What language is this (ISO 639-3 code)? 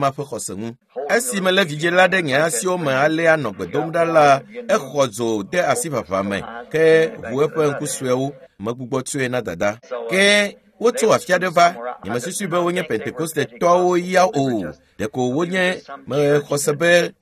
ewe